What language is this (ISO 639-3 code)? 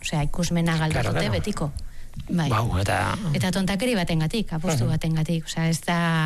eus